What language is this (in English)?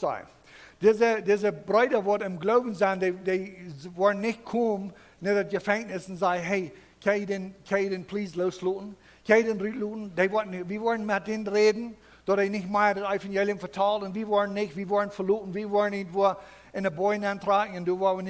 Plautdietsch